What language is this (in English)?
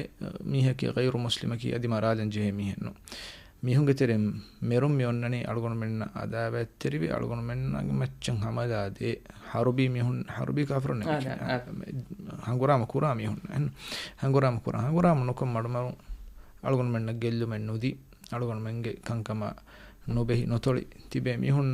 Divehi